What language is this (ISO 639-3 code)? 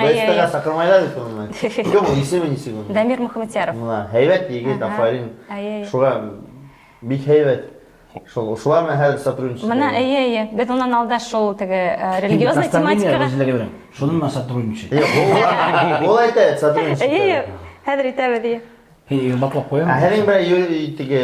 bak